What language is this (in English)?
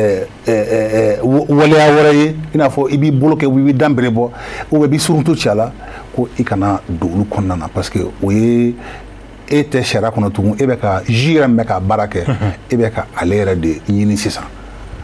Bambara